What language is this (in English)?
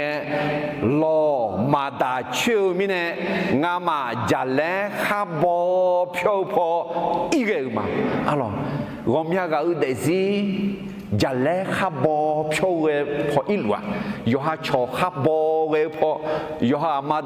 Akha